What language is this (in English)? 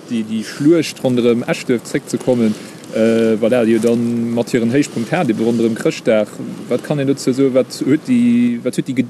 Luxembourgish